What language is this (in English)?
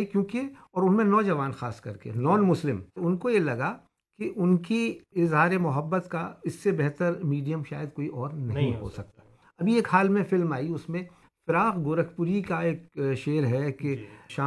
Urdu